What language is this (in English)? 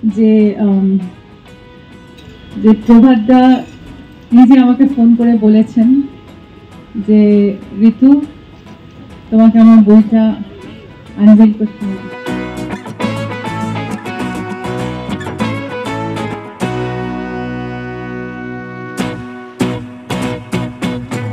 Bangla